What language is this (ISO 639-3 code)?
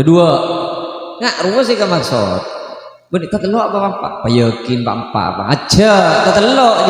mad